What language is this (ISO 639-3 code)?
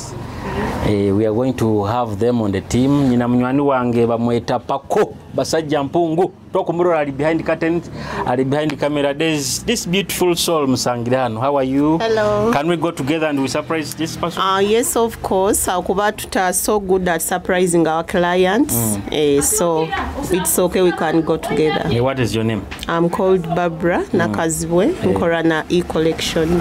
nyo